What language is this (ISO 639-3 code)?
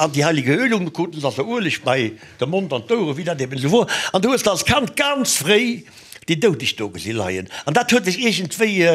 ltz